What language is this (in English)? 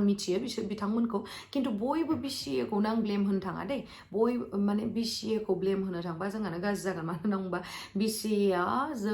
Bodo